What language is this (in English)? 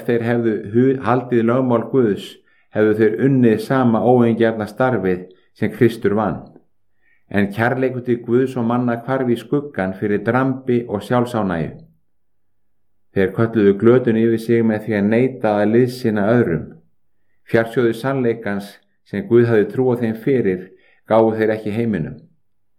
Icelandic